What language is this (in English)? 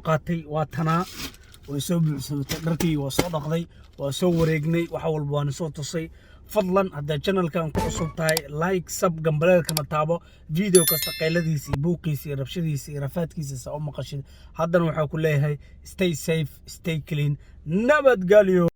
Somali